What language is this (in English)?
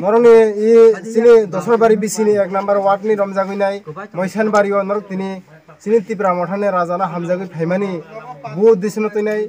Kok Borok